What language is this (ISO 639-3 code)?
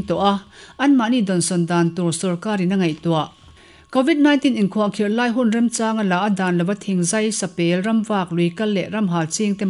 lus